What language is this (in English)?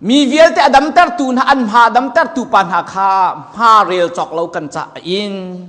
Hakha Chin